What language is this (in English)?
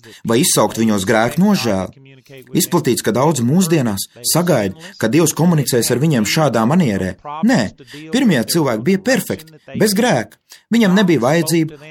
Latvian